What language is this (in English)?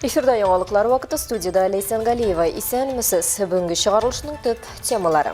Tatar